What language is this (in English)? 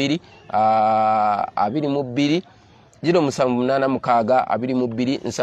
Ganda